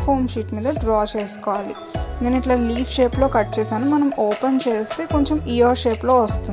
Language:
Telugu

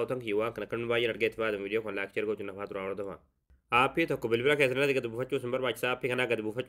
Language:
Oromo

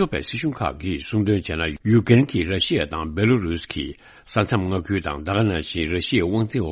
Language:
Tibetan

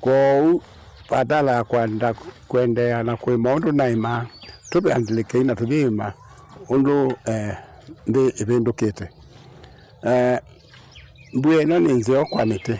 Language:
Kamba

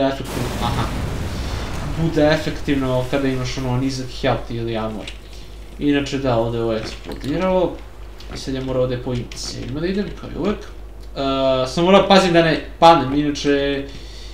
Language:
Serbian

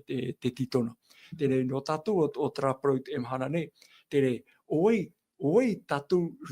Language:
Tahitian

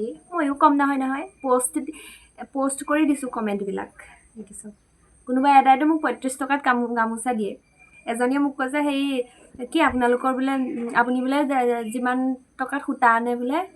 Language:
Assamese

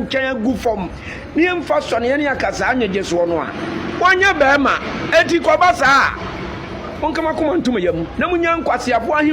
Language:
Akan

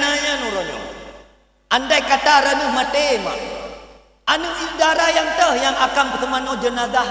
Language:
Achinese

